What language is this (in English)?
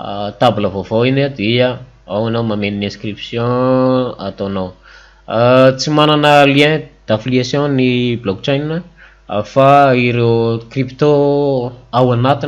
Malagasy